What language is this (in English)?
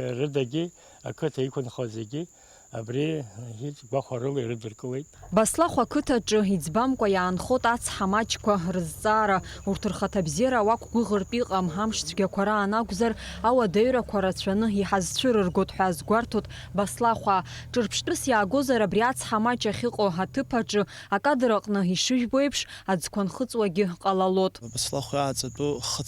Abkhazian